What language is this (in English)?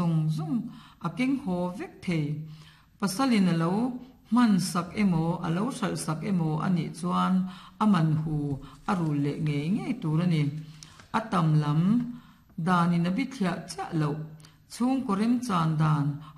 Mizo